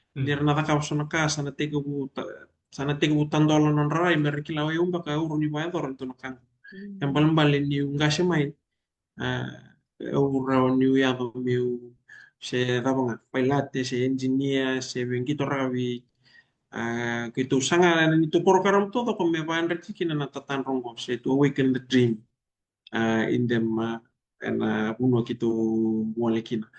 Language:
Fijian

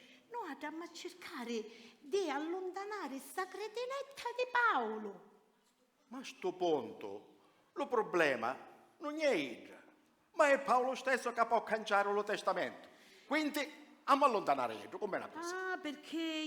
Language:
Sicilian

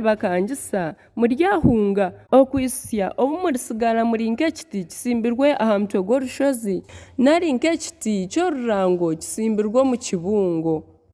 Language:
Nyankole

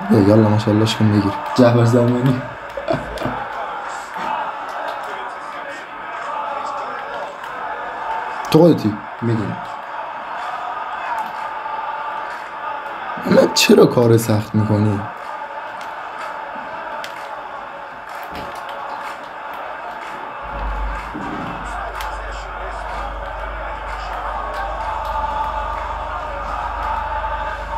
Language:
Persian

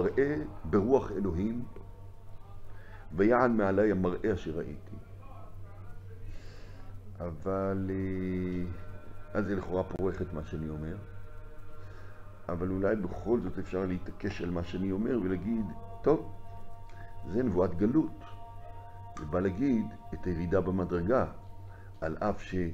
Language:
Hebrew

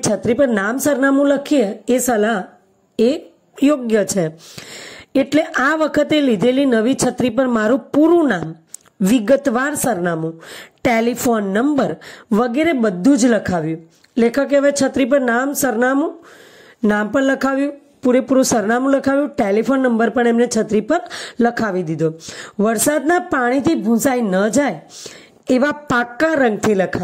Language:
Gujarati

